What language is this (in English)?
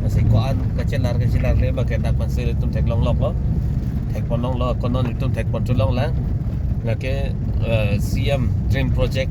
Karbi